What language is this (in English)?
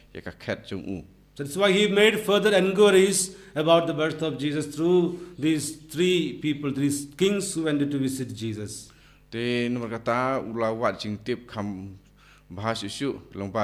Khasi